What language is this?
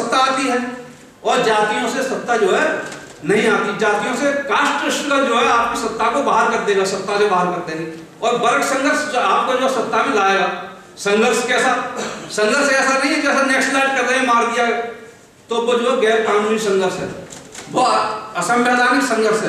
Hindi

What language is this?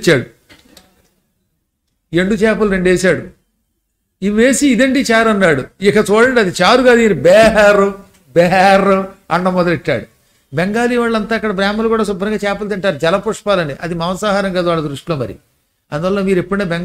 Telugu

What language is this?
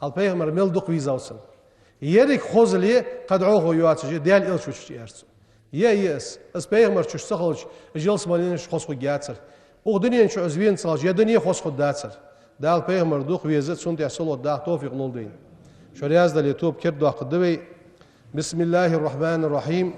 Ingush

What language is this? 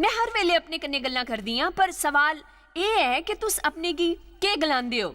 Dogri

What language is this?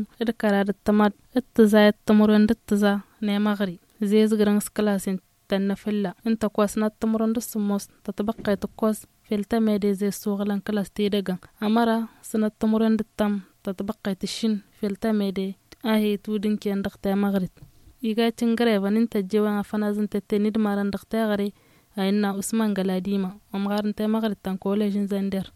Tamasheq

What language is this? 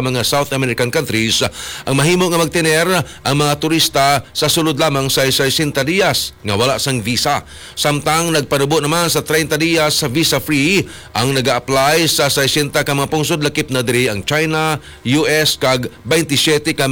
Hiligaynon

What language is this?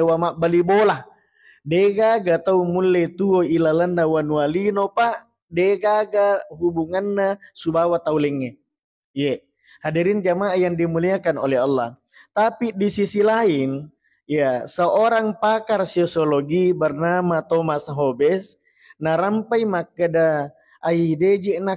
Buginese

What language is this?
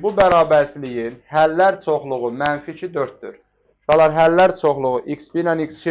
Azerbaijani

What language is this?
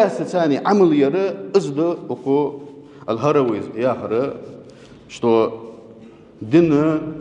Ingush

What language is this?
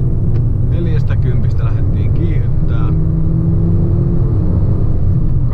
Finnish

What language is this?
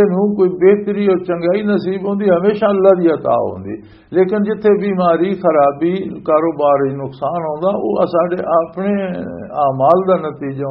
Western Panjabi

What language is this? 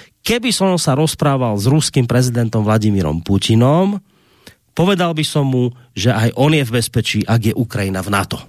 Slovak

